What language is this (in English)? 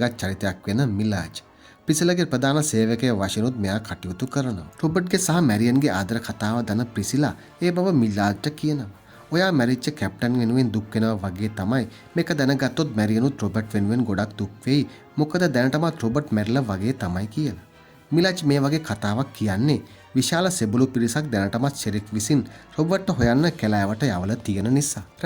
Sinhala